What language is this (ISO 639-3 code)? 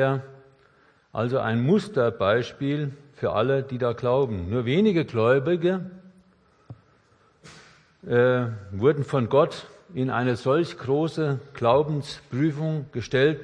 deu